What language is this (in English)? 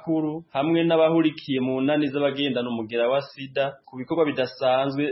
Kinyarwanda